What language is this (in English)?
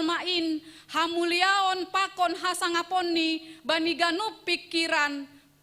Batak Simalungun